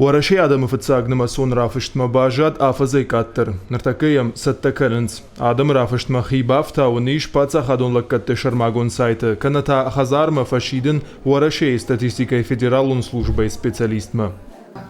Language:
Ossetic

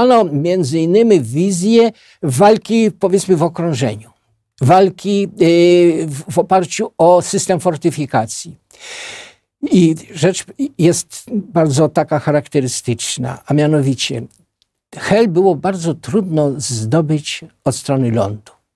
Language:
Polish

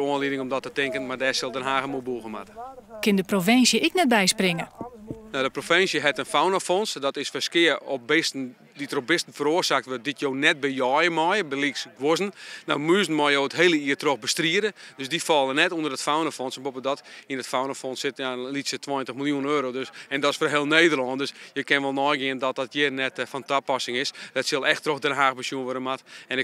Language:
Western Frisian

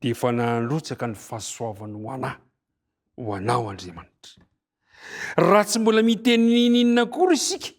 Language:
Malagasy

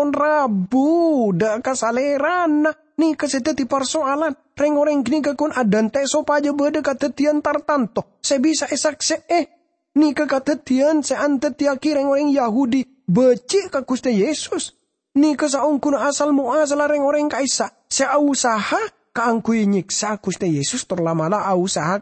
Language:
Madurese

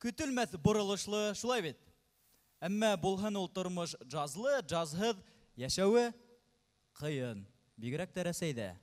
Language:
Bashkir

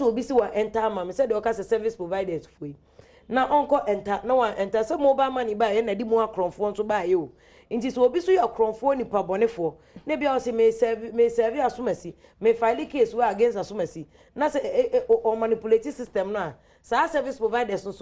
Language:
Akan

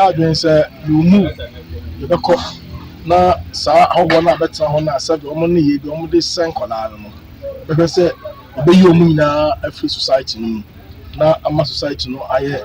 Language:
Akan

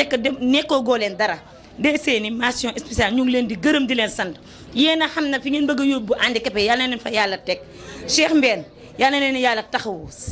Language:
Wolof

